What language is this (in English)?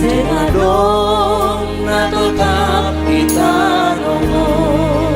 Batak Simalungun